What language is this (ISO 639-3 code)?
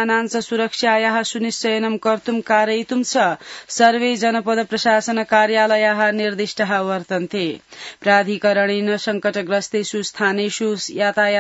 san